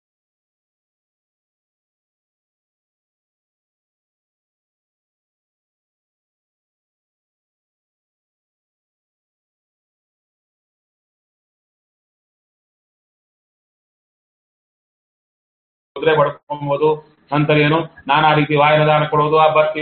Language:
Kannada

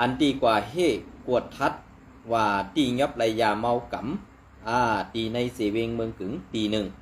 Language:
Shan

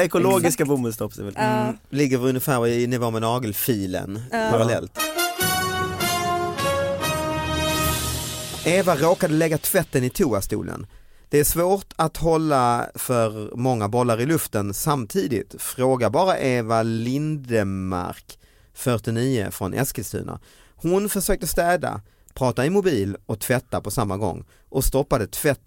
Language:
Swedish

